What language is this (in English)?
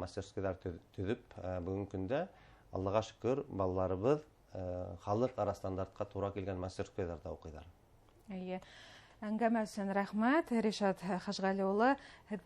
Bashkir